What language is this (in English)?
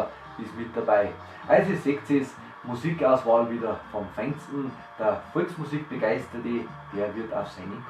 Bavarian